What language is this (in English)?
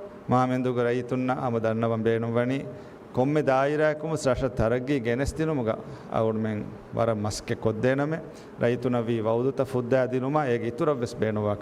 Divehi